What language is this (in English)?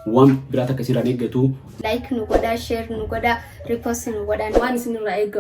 Oromo